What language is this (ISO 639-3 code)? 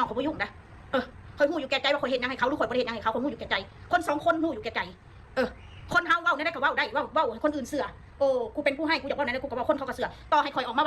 tts